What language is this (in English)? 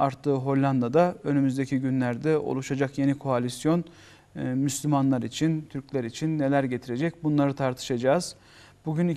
Turkish